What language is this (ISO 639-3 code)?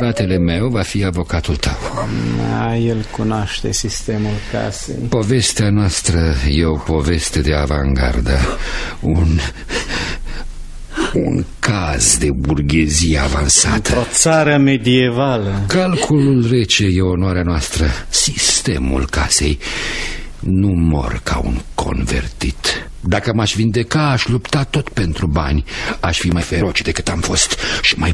ron